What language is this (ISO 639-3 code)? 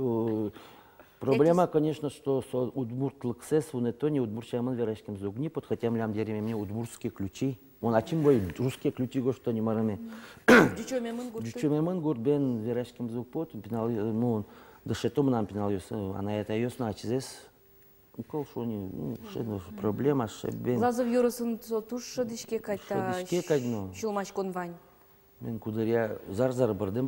udm